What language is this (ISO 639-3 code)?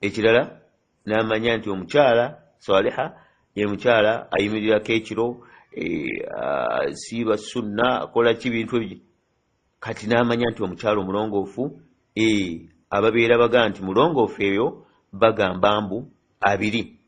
lug